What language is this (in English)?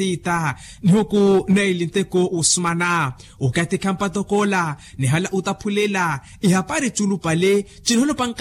Makhuwa